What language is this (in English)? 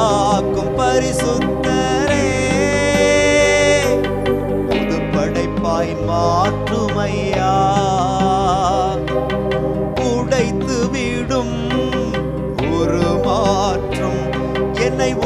Tamil